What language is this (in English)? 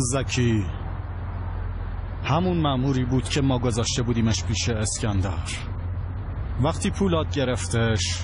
Persian